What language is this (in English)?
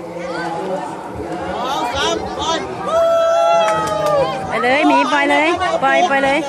Lao